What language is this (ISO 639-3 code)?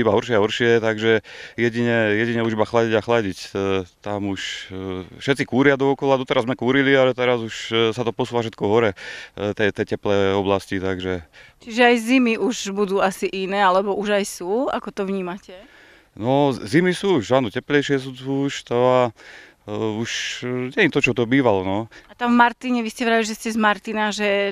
slk